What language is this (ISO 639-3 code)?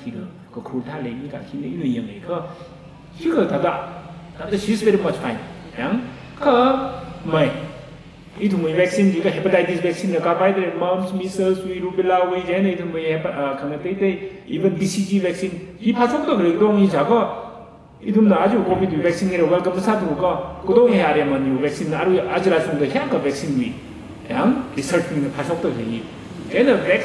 nmf